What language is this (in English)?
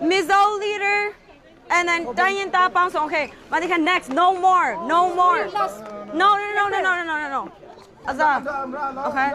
Hakha Chin